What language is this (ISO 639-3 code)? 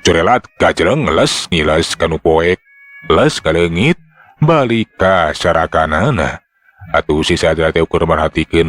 sun